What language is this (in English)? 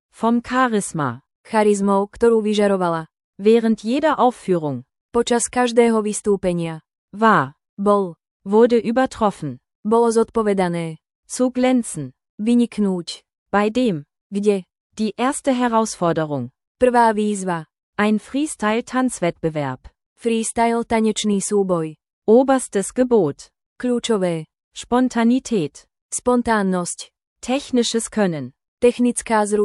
Slovak